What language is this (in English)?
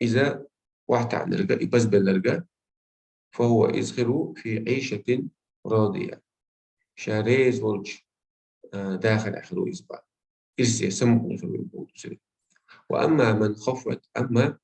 Chechen